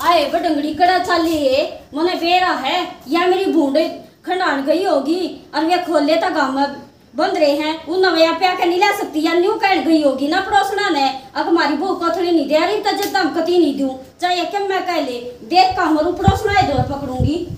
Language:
Haryanvi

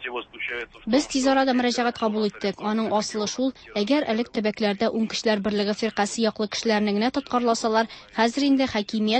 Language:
Tatar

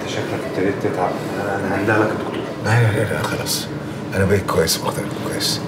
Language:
Egyptian Arabic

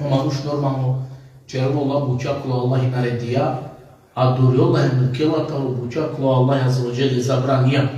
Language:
Balkan Romani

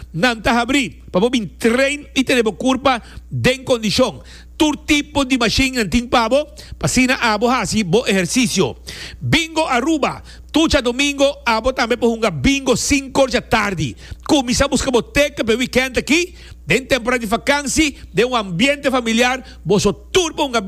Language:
Papiamento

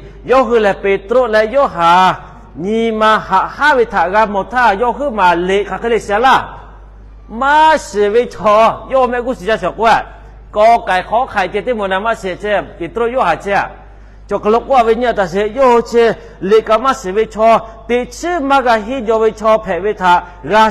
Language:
Lahu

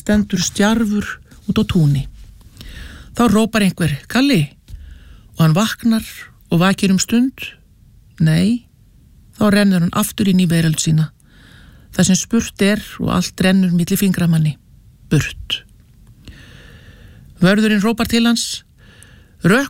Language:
Icelandic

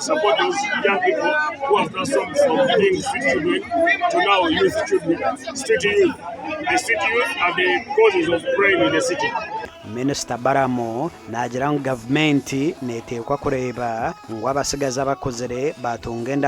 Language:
Nyankole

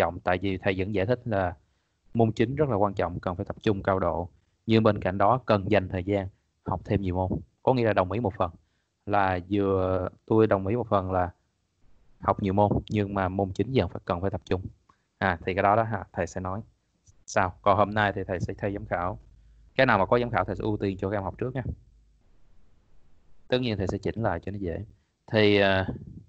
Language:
Vietnamese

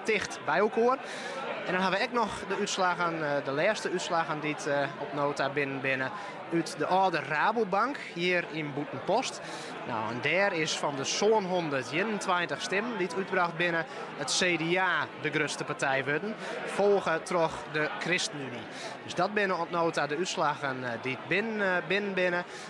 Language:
Western Frisian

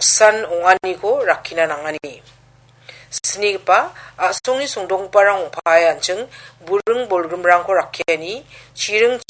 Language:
Garo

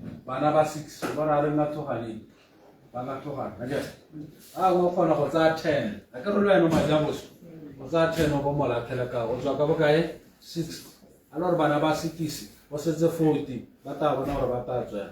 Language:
Tswana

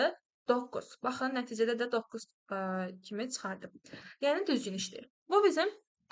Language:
Azerbaijani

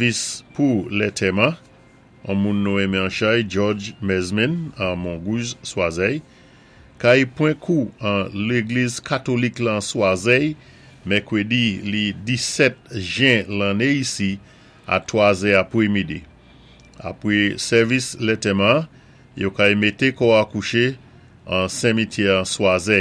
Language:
Saint Lucian Creole French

